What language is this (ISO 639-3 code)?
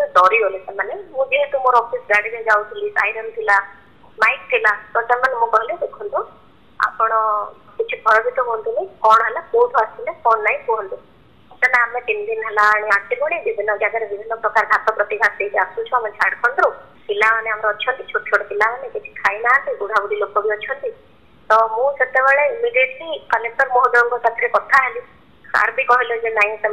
ori